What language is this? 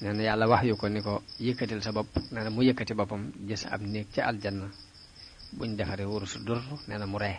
Wolof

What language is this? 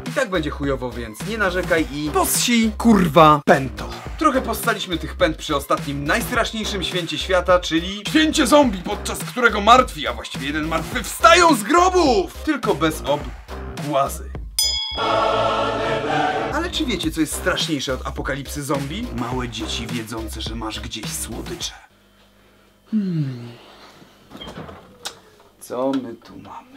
Polish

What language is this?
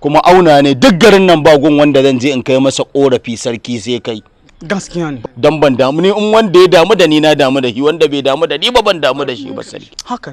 Hausa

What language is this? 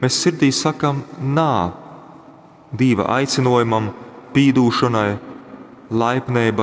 Latgalian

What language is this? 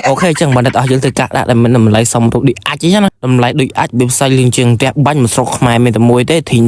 Khmer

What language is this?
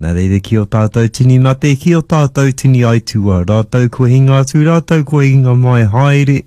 Māori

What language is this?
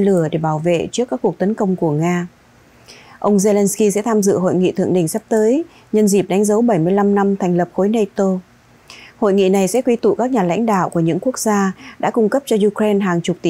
Vietnamese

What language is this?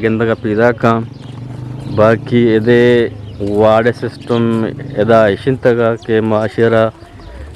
Eastern Balochi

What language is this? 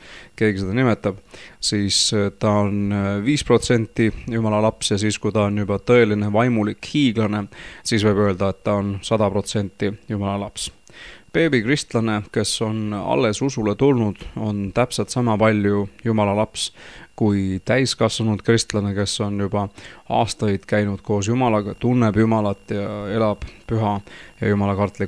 Estonian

